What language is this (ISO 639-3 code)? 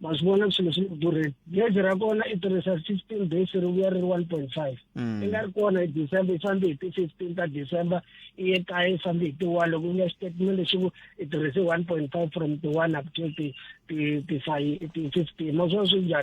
tso